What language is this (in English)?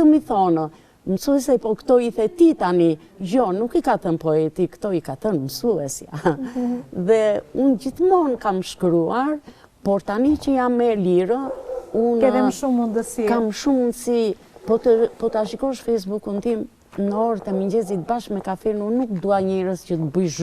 Albanian